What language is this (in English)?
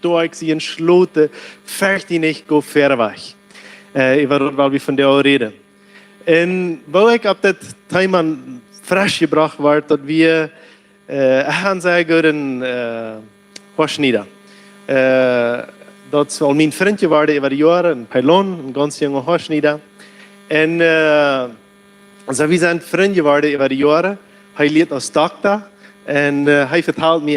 Plautdietsch